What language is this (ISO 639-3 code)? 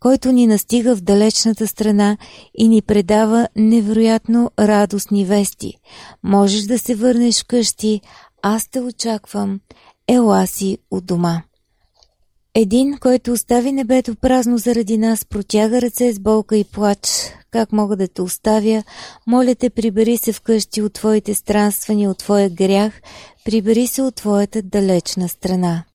bul